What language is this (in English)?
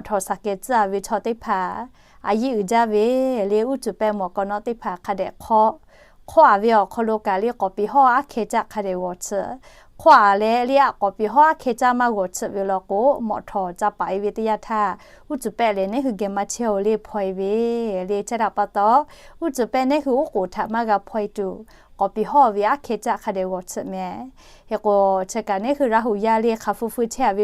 Lahu